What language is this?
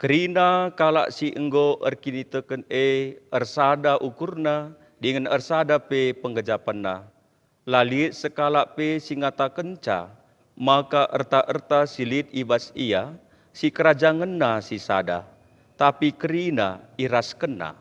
Batak Karo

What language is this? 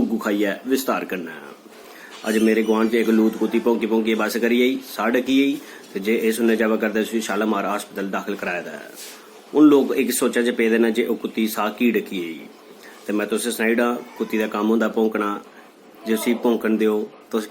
Dogri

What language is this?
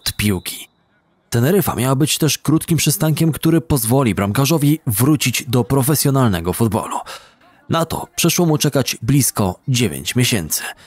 Polish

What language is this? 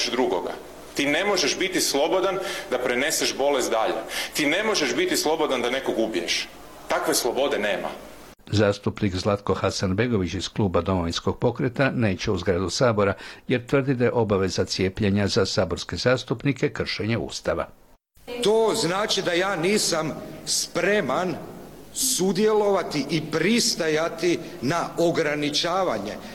Croatian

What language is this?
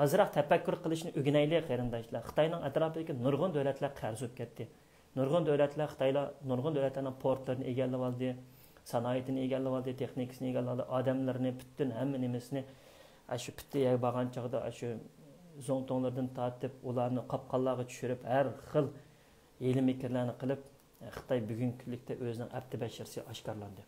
Uyghur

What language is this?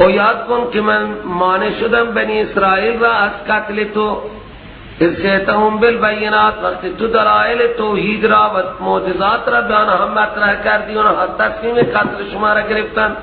Persian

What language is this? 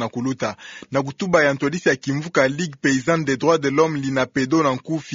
Kituba (Democratic Republic of Congo)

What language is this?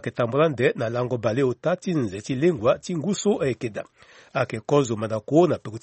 Sango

